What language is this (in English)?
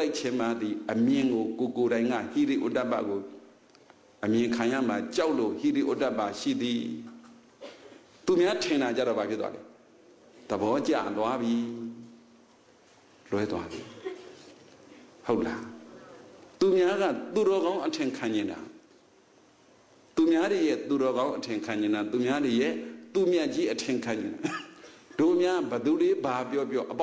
Burmese